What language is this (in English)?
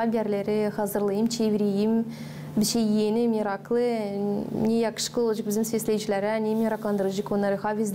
Gagauz